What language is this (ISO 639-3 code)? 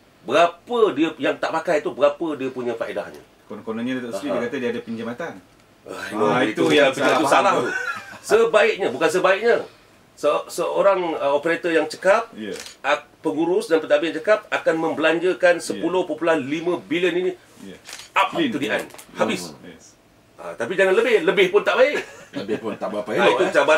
msa